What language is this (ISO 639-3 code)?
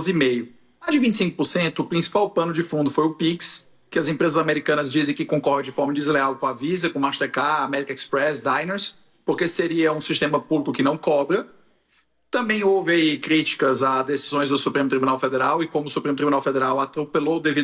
por